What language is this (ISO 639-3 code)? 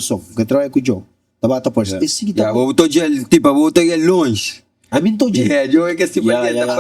kea